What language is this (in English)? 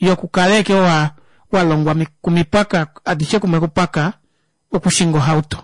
Kuanyama